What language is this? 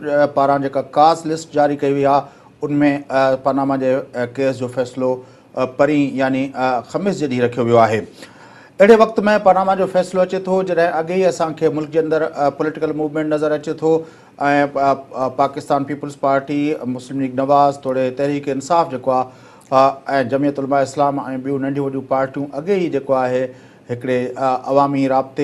Sindhi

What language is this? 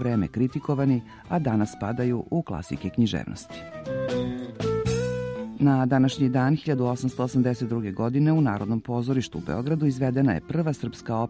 Serbian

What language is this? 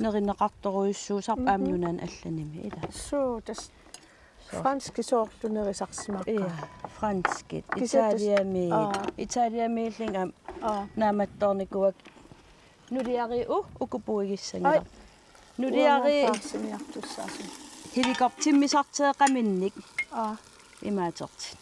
Kalaallisut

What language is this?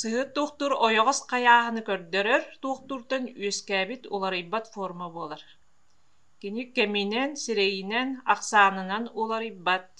Yakut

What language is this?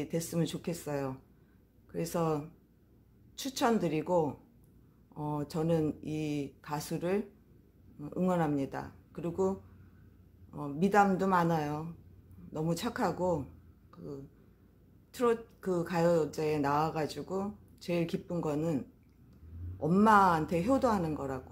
Korean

